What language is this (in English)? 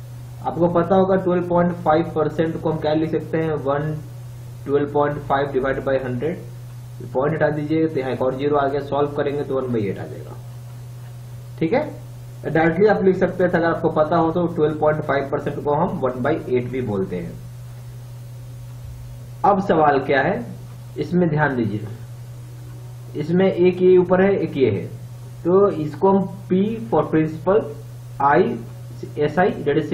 Hindi